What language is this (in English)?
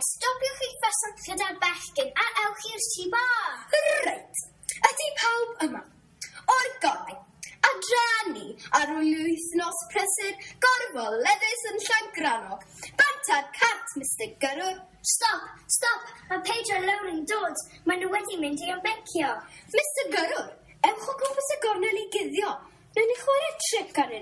Welsh